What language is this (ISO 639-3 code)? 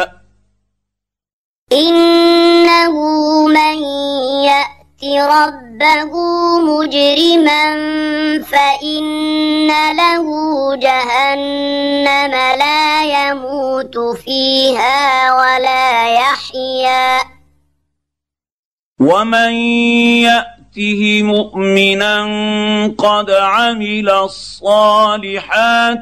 ara